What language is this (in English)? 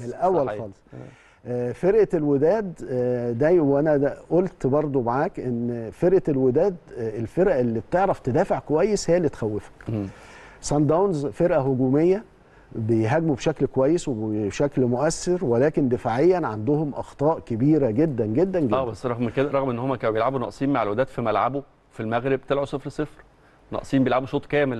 Egyptian Arabic